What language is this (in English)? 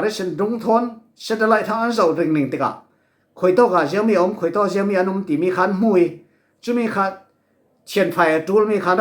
Falam Chin